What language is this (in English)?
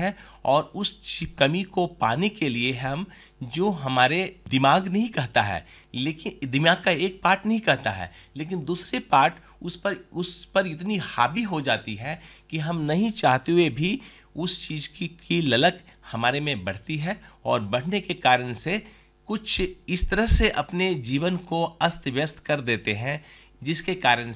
Hindi